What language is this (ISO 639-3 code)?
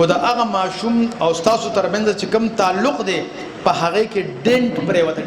pus